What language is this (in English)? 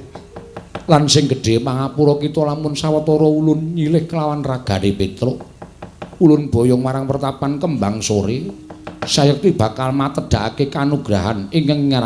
Javanese